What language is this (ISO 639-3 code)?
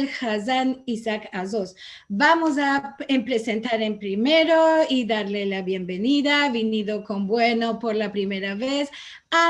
lad